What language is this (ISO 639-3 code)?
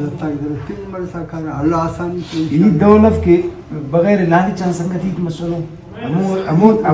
brh